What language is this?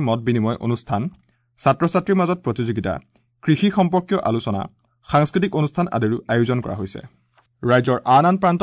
Assamese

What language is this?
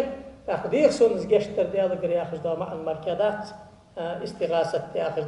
Ingush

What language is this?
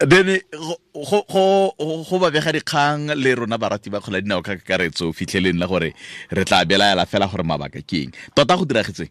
Tswana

